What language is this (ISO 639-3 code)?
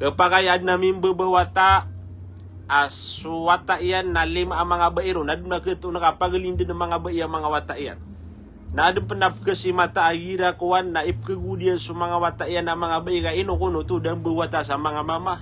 mrw